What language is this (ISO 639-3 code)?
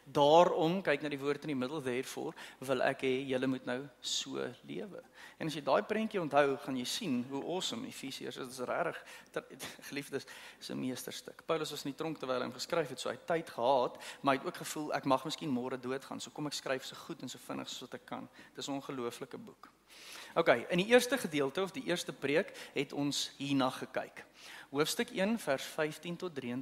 afr